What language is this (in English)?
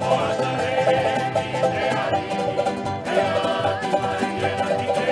Rapanui